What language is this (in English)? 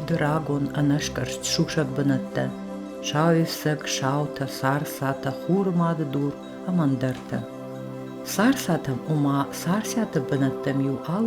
Ossetic